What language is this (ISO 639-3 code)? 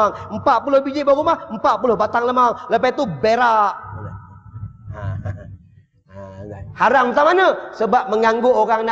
msa